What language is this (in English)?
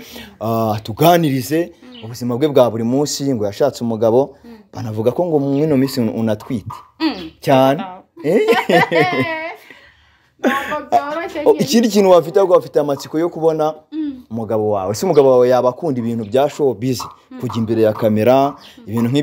Kinyarwanda